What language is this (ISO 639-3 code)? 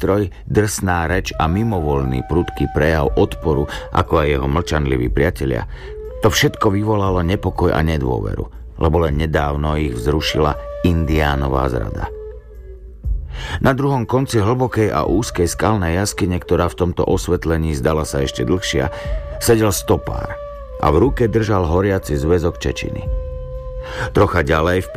slk